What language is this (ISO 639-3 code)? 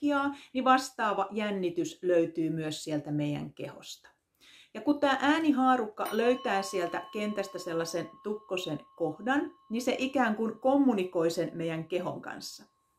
fin